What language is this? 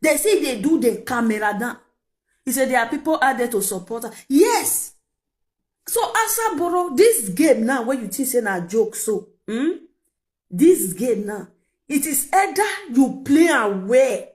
Nigerian Pidgin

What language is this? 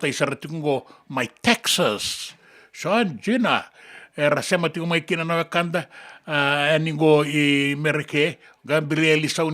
Fijian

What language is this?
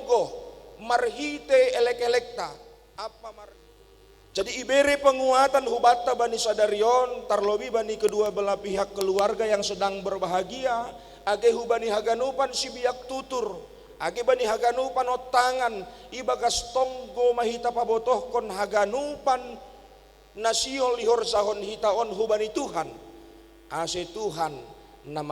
Batak Simalungun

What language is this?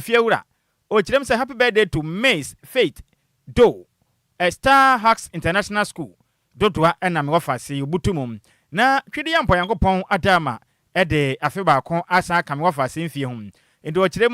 Akan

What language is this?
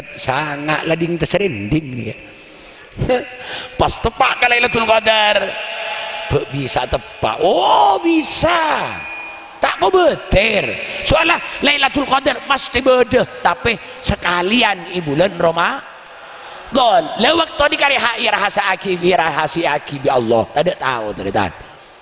Madurese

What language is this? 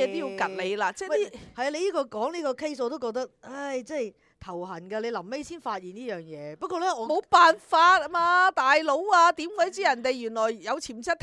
Cantonese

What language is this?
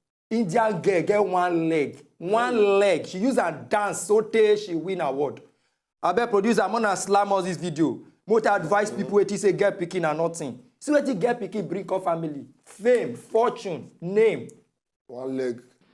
Nigerian Pidgin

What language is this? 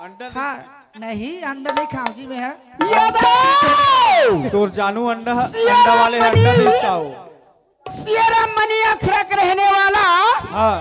Chhattisgarhi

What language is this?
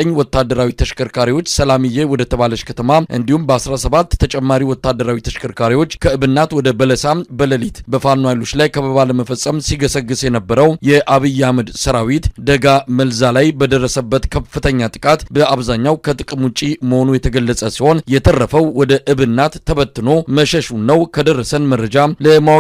Amharic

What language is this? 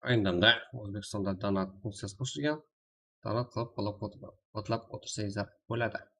Kara-Kalpak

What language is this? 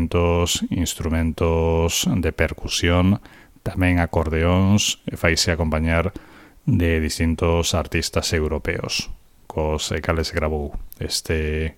Galician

